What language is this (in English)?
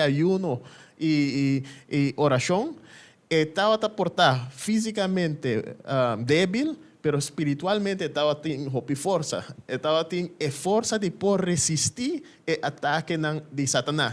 Papiamento